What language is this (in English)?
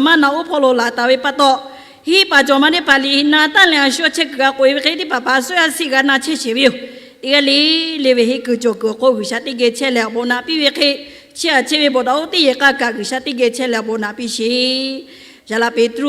Lahu